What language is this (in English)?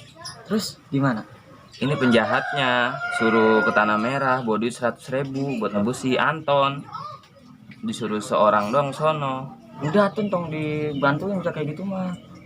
Betawi